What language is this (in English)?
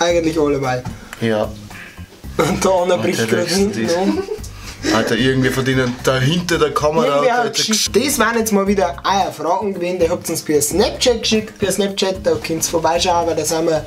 Bavarian